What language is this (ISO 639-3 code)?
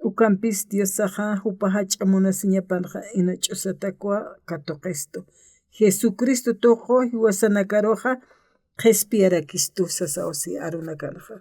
aym